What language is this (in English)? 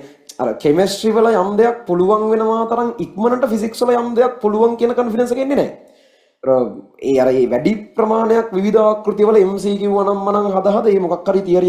Sinhala